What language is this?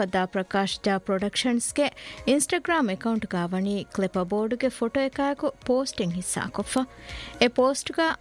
Divehi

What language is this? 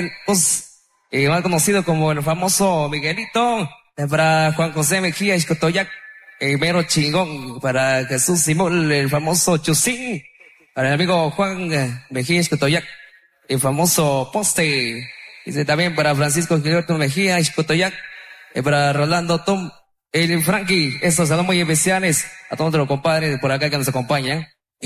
Spanish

